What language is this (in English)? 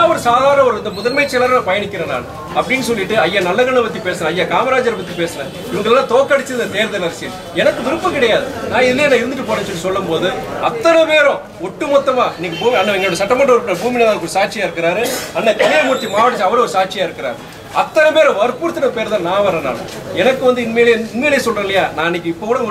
Tamil